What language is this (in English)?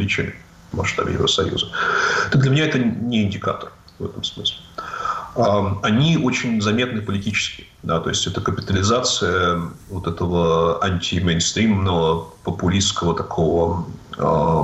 Russian